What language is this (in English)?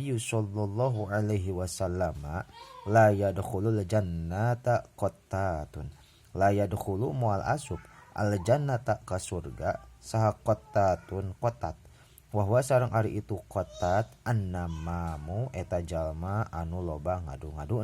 Sundanese